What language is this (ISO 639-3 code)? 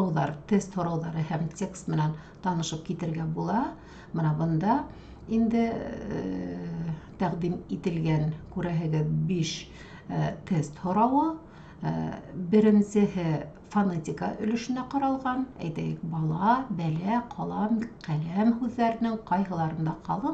bak